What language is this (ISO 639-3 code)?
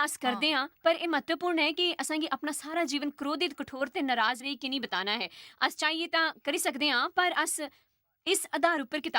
doi